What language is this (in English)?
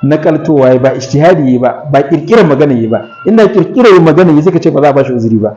Hausa